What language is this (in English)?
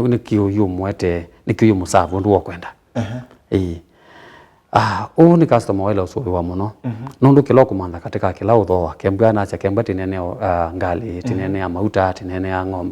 Kamba